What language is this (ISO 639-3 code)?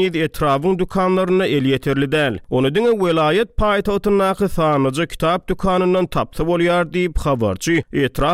tuk